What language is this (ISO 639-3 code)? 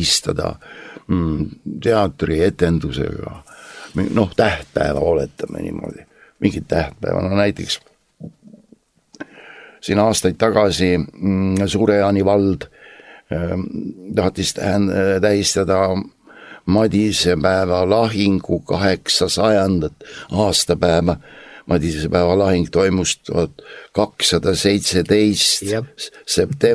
est